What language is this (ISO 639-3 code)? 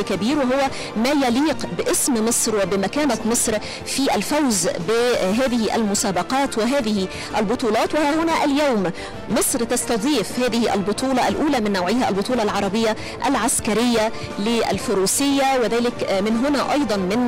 ara